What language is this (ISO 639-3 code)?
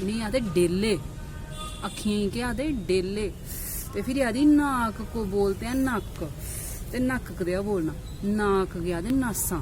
doi